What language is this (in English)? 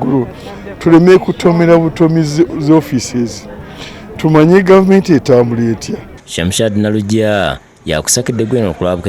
Ganda